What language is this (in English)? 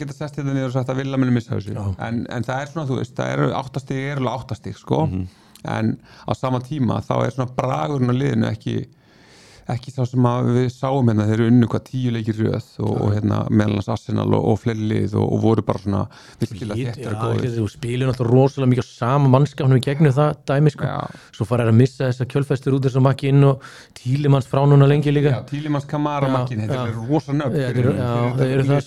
Icelandic